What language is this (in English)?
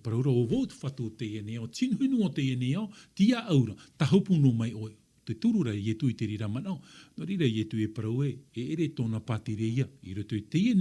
Tahitian